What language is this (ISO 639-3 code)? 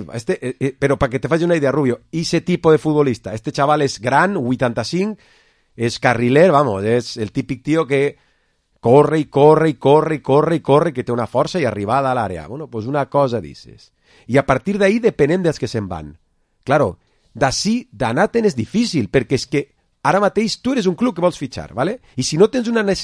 cat